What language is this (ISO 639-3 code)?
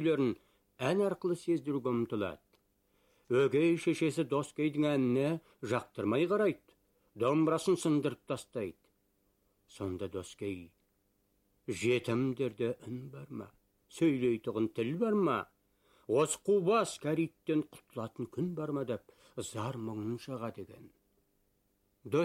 kaz